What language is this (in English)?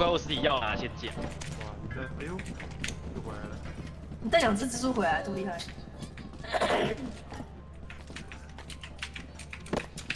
Chinese